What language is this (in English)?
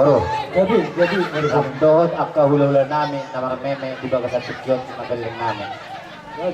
Batak Toba